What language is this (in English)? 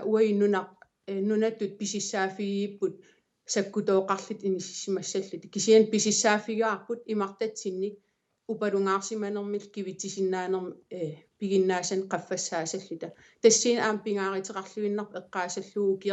Kalaallisut